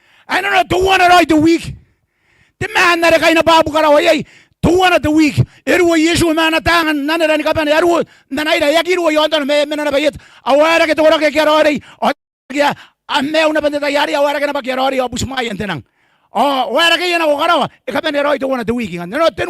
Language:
Gilbertese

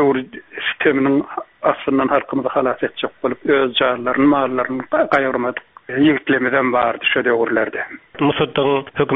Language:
Turkmen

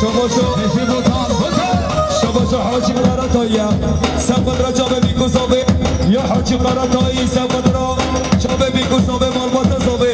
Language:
Kurdish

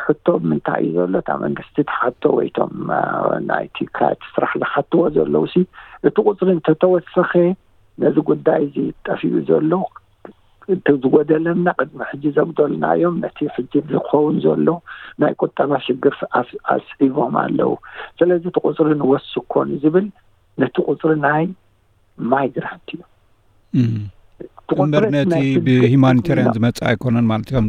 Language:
Tigrinya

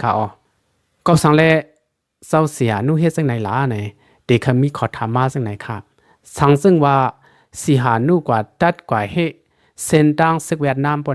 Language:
Shan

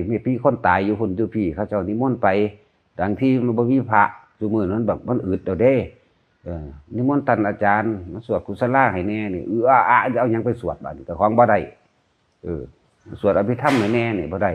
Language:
Northeastern Thai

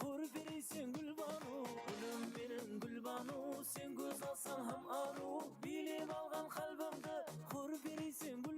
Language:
Kara-Kalpak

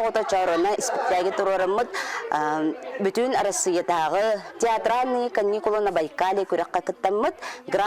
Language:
Yakut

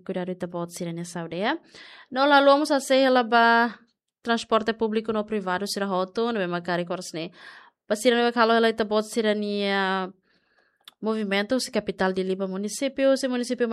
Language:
Tetum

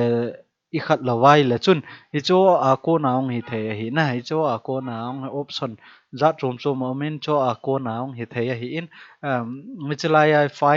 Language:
Thado Chin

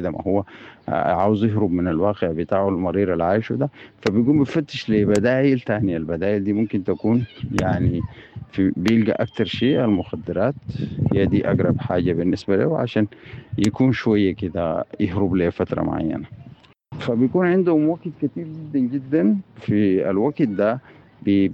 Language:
Sudanese Arabic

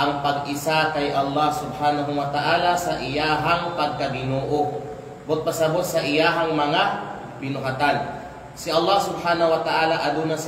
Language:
Kalagan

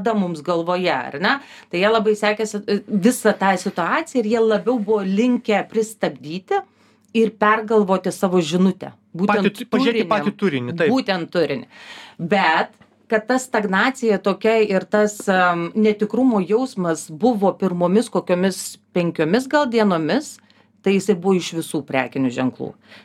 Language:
Lithuanian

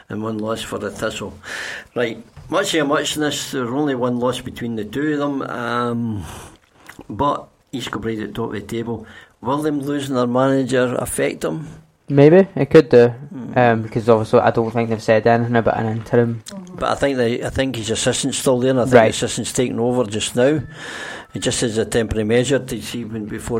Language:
English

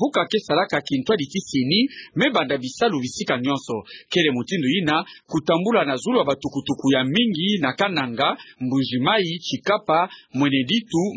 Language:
Kituba (Democratic Republic of Congo)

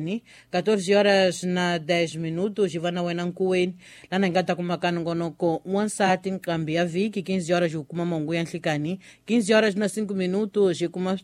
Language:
Tsonga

